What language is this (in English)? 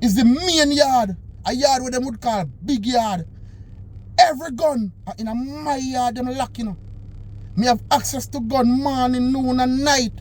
Jamaican Creole English